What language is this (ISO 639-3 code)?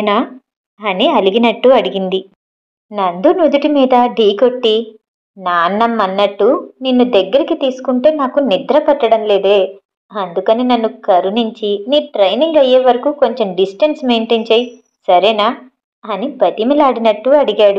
tel